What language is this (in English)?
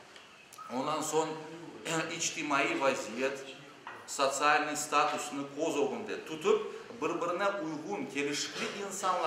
Crimean Tatar